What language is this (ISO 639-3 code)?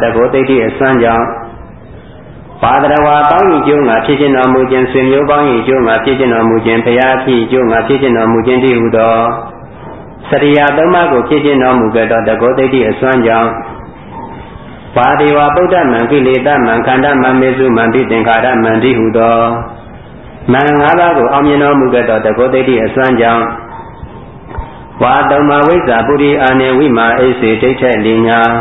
mya